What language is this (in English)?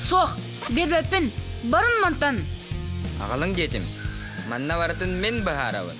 Yakut